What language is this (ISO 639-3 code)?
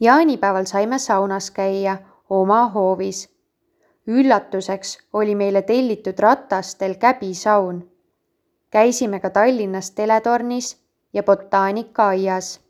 est